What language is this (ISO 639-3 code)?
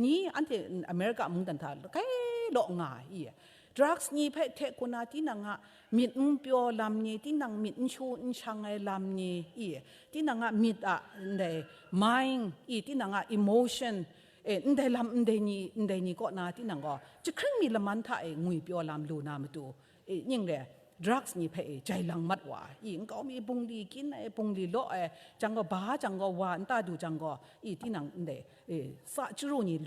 kac